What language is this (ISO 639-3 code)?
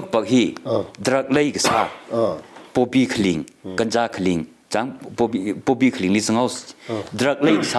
nmf